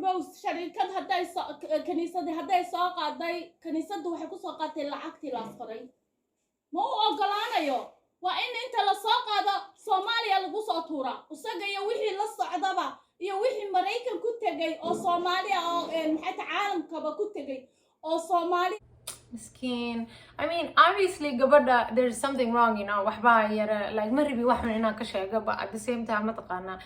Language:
Somali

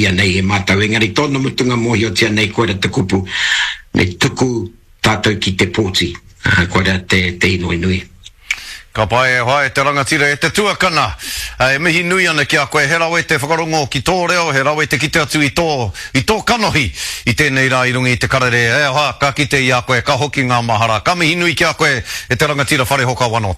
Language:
Māori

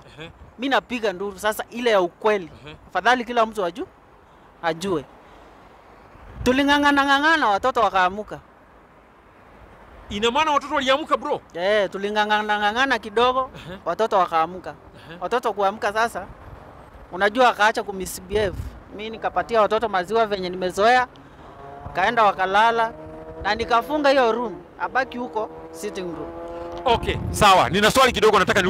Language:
Swahili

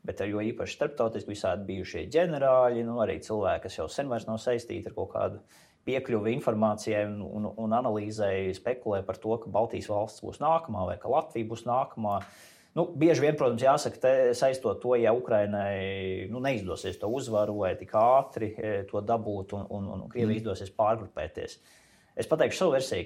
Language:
Latvian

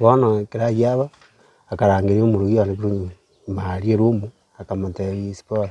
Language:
Gusii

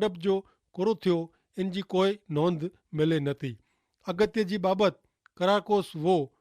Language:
Kachhi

